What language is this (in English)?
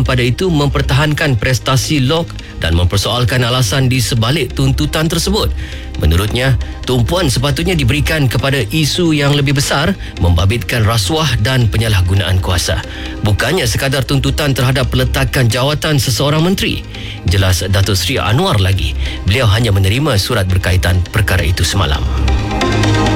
Malay